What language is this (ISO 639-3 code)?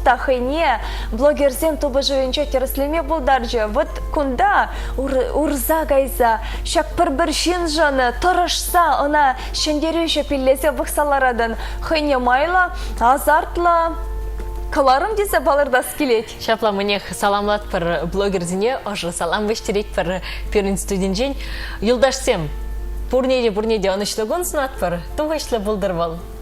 chv